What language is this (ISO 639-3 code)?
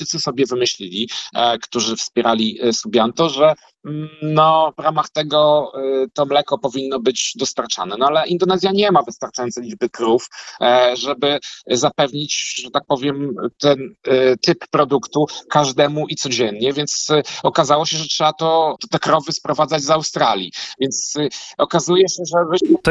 pol